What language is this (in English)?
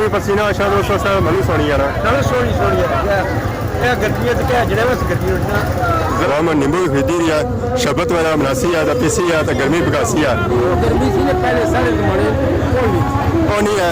Pahari-Potwari